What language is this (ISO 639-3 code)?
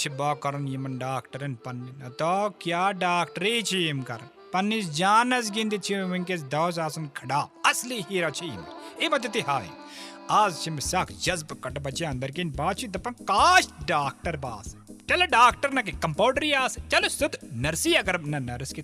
kas